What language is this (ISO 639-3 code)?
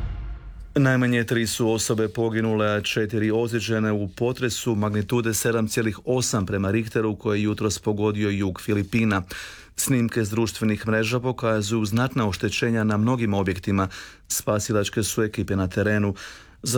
hrv